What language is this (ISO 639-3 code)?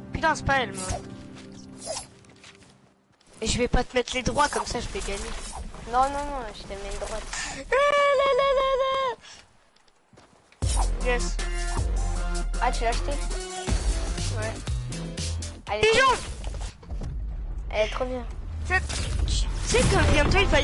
fra